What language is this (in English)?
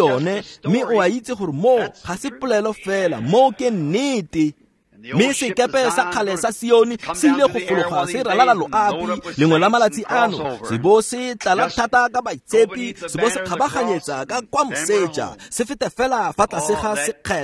Tswana